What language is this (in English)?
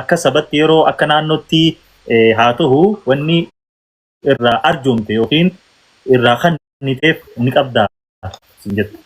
Oromo